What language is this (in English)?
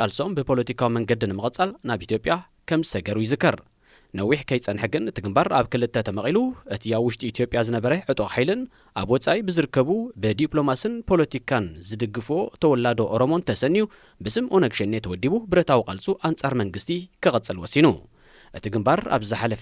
Tigrinya